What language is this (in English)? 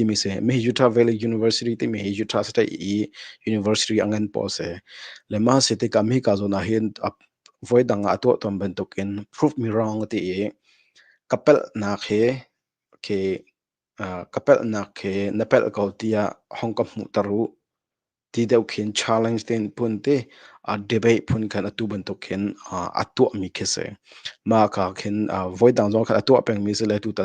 Hakha Chin